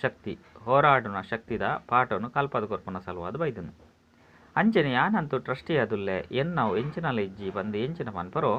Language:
Tulu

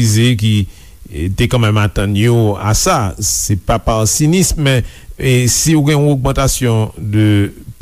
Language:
Haitian Creole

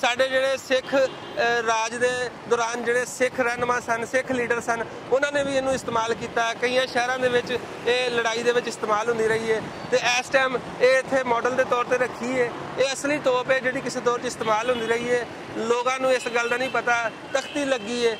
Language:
Western Panjabi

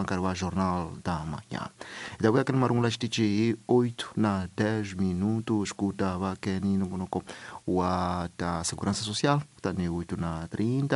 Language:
Tsonga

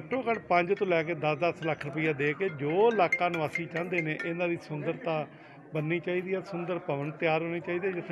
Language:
Punjabi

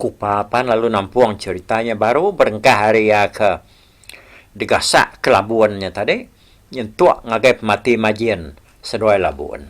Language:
Iban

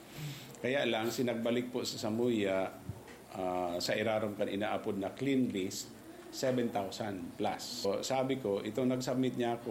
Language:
Bikol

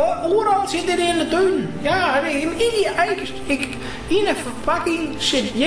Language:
Western Frisian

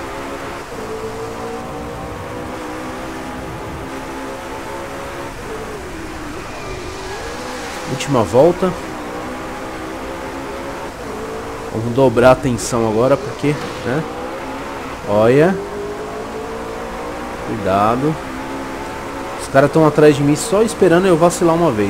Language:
Portuguese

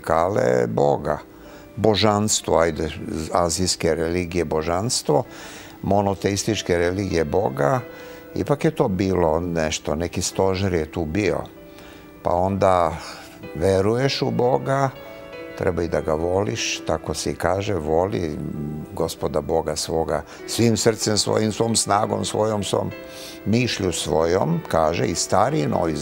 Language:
Serbian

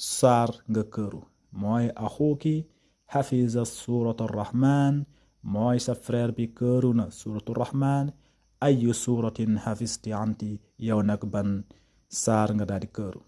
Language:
Wolof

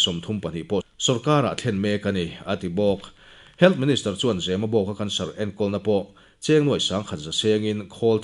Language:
Mizo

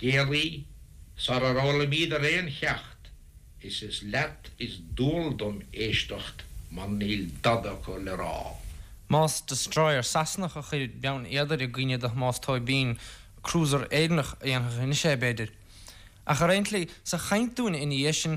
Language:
Irish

